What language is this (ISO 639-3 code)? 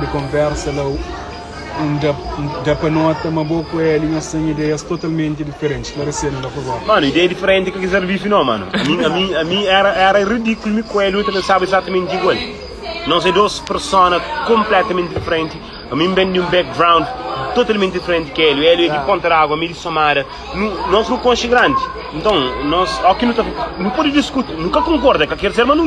kea